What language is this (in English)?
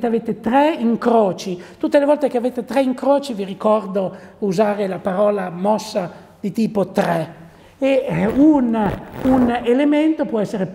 Italian